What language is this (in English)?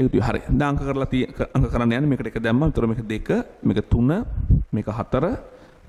Sinhala